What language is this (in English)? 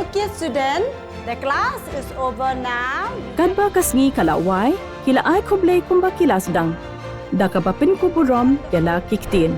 Khasi